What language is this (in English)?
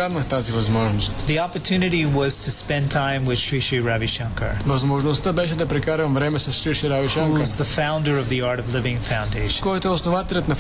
Bulgarian